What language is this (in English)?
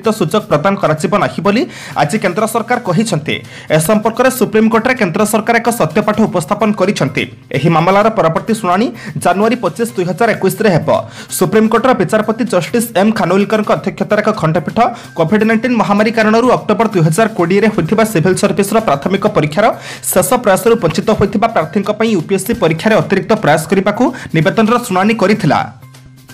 Odia